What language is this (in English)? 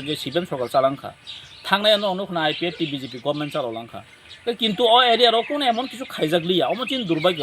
Kok Borok